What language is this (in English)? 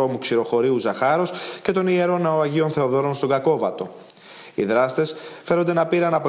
Greek